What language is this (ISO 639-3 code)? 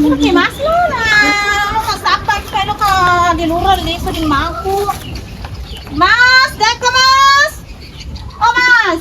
bug